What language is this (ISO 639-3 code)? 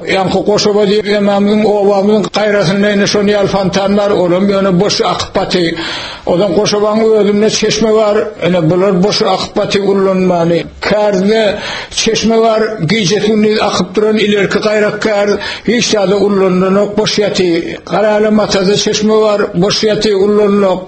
tuk